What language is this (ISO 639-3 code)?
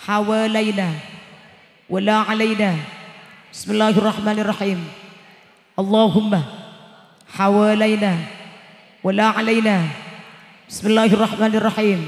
mad